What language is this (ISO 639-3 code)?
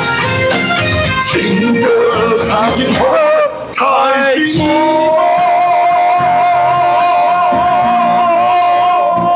zho